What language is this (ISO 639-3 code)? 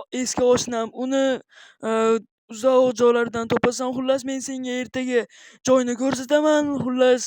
uzb